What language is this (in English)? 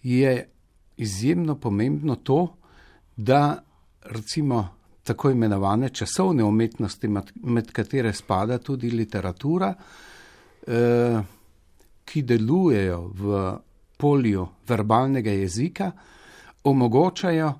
Slovenian